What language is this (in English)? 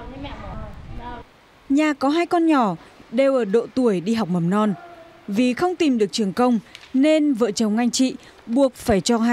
Vietnamese